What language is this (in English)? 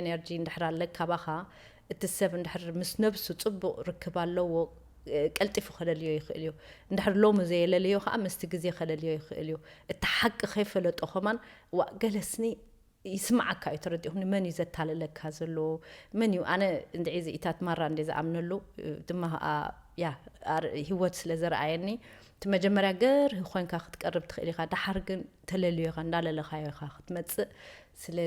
Tigrinya